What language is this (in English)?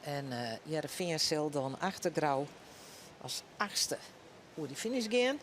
Western Frisian